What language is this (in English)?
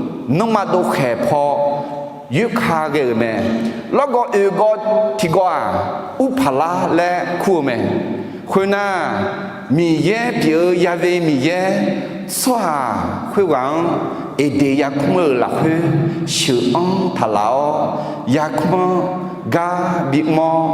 Akha